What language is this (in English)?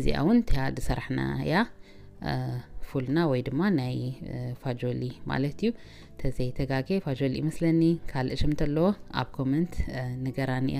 Tigrinya